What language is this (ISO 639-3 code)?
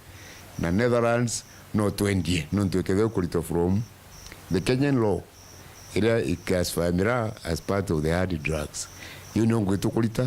mer